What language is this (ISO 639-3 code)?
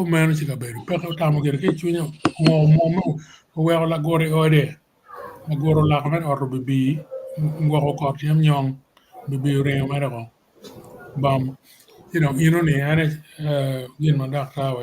ach